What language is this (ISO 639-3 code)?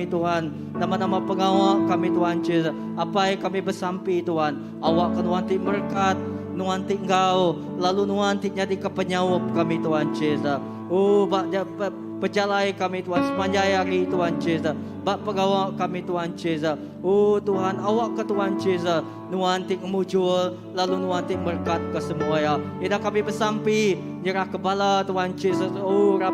iba